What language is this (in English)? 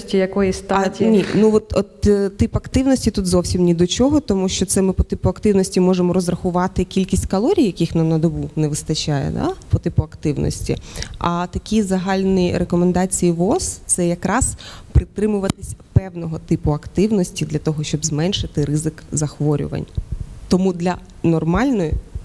Ukrainian